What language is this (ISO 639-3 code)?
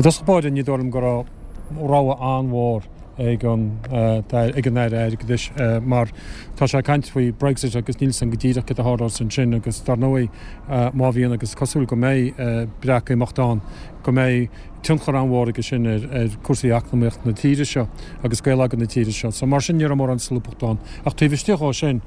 gle